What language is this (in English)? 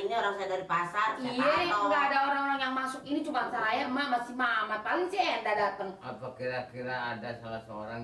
Betawi